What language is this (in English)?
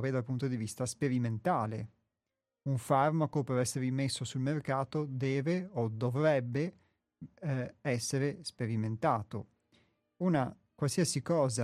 Italian